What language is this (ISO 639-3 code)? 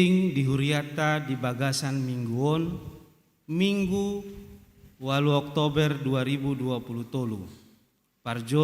bbc